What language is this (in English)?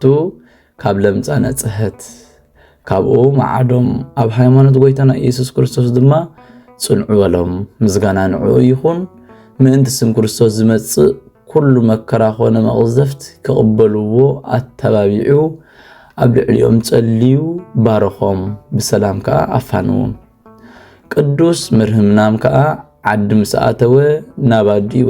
Tigrinya